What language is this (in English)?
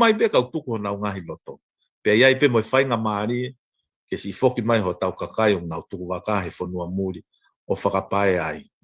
Tongan